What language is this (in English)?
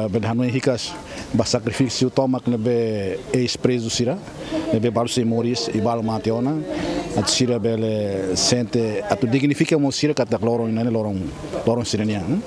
Tetum